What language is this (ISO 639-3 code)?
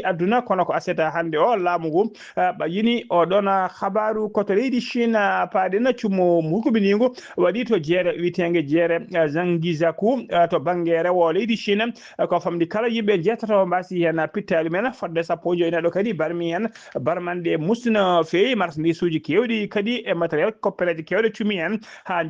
ful